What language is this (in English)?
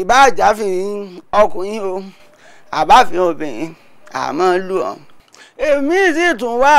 Yoruba